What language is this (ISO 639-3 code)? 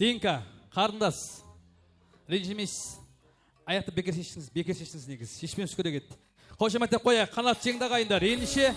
kaa